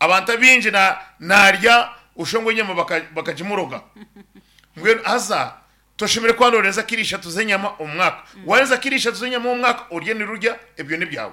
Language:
Nyankole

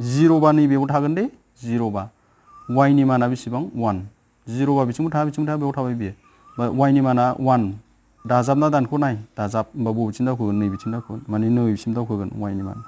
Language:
Bodo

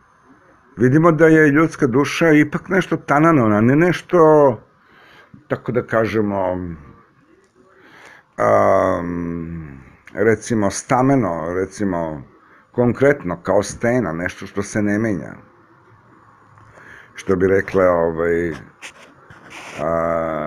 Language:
Serbian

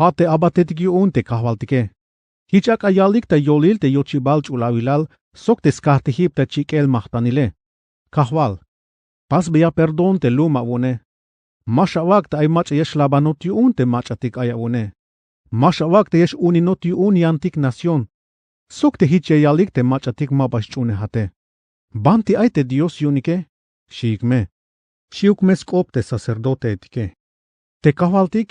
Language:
Tzeltal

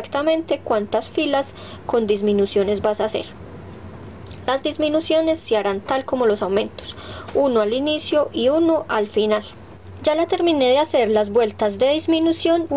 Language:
Spanish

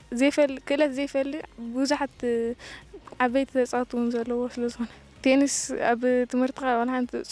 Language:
Tigrinya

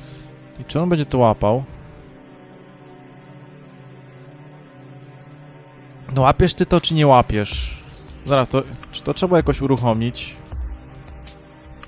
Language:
Polish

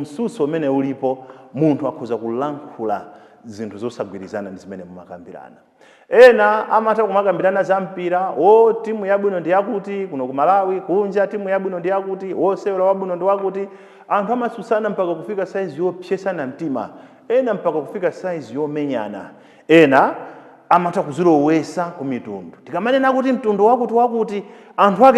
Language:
Nyanja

